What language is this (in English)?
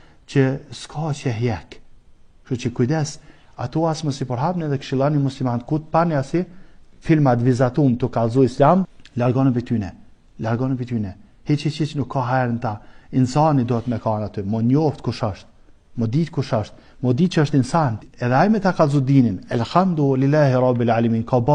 Albanian